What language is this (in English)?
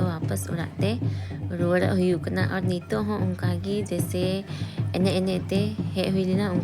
Santali